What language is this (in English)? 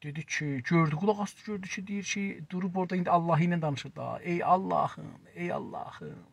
South Azerbaijani